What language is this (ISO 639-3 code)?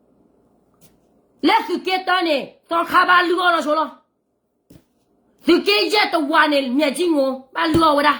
ksw